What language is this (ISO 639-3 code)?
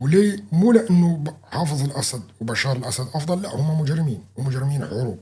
apc